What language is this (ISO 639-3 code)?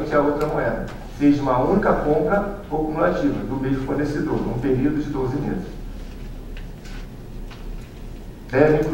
por